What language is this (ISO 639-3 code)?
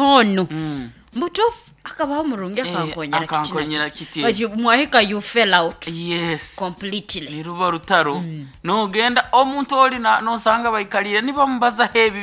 nyn